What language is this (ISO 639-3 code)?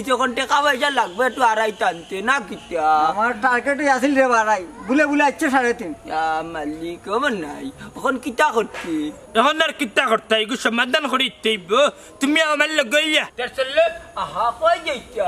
syl